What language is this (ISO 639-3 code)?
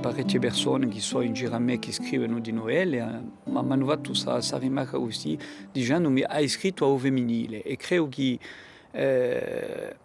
cos